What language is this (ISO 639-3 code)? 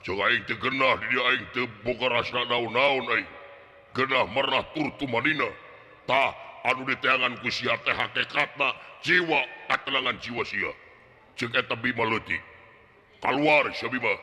sun